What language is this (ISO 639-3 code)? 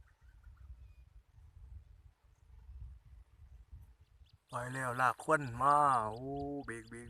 lao